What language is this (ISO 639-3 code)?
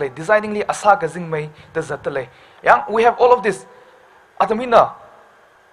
nmf